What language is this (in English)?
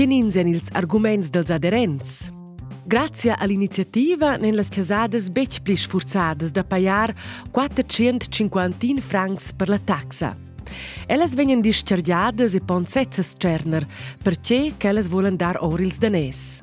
Romansh